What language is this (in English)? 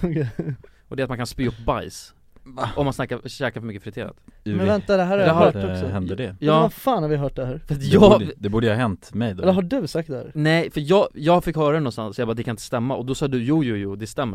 Swedish